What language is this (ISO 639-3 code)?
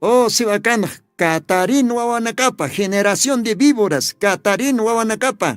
aym